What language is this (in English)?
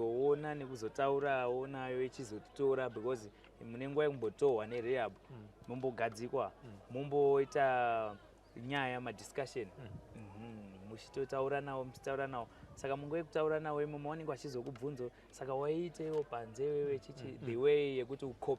Shona